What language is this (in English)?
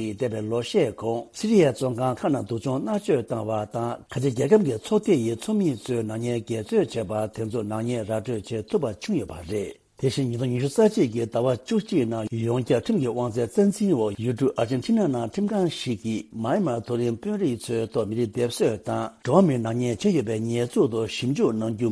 Tibetan